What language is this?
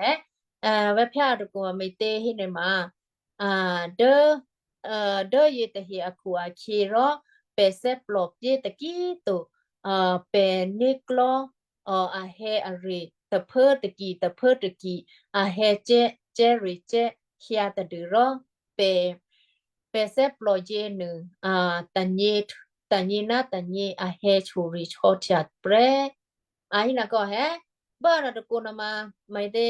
Western Kayah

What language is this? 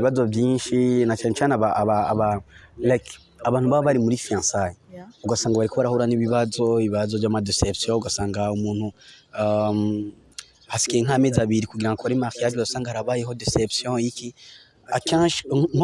Rundi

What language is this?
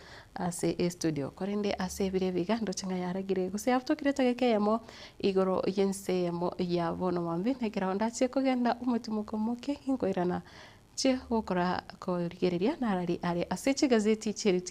Gusii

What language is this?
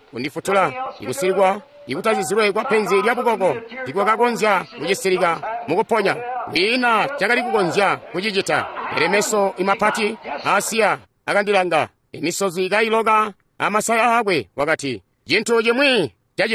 Tonga (Zambia)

